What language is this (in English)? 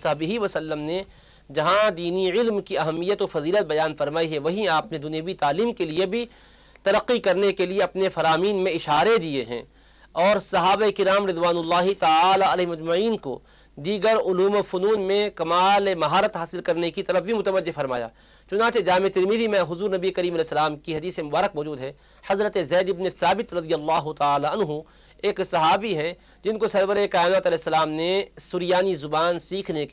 Urdu